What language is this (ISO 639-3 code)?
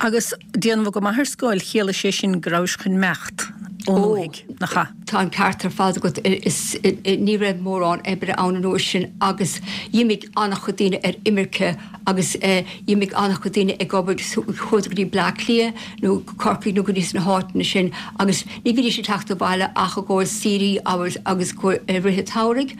gle